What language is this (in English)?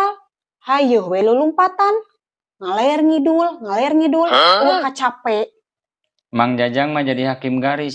Sundanese